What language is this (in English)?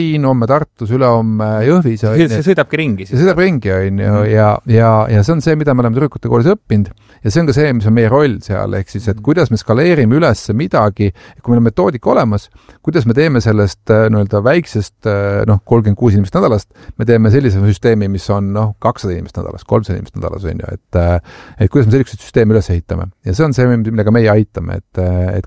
Estonian